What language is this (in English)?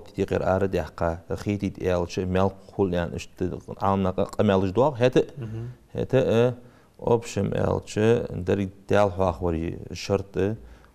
Ingush